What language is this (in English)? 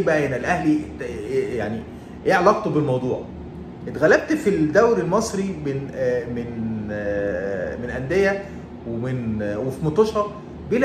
Egyptian Arabic